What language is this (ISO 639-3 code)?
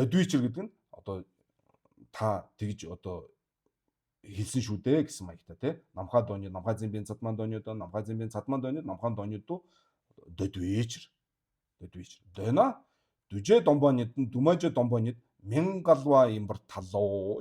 mon